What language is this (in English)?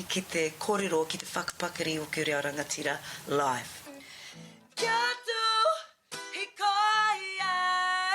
Māori